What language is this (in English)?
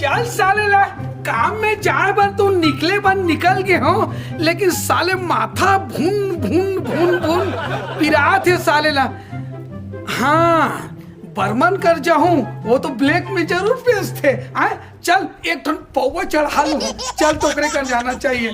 Chhattisgarhi